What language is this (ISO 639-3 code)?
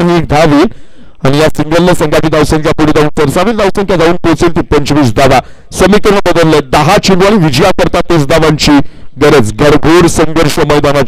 mar